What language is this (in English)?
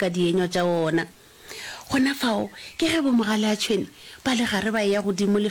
Northern Sotho